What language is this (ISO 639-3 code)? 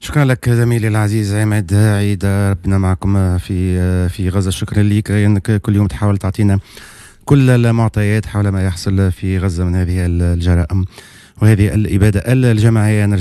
aeb